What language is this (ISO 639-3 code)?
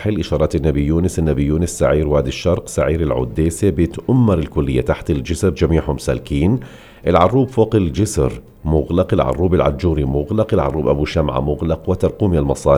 apc